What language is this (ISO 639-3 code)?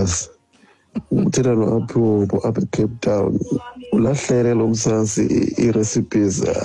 xho